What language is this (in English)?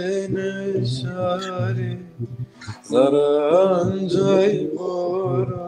Zaza